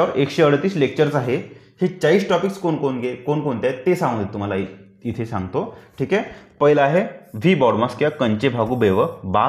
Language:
Marathi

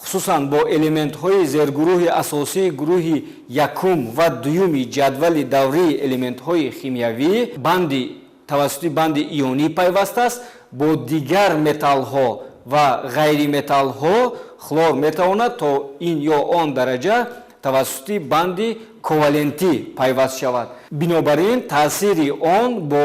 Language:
Tajik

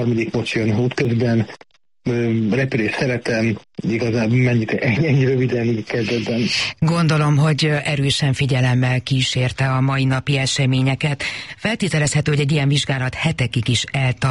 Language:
Hungarian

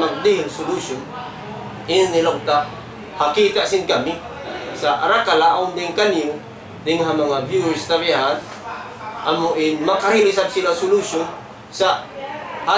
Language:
Tausug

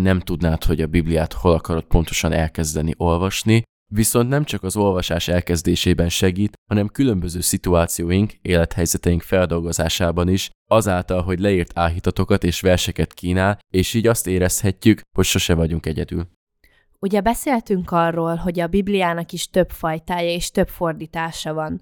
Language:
Hungarian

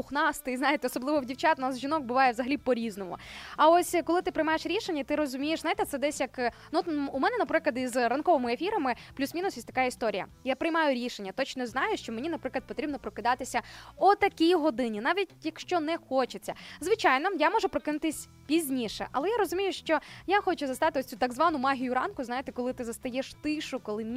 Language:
Ukrainian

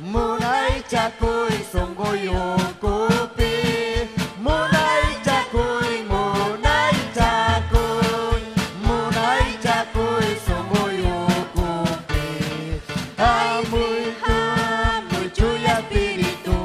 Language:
Ayacucho Quechua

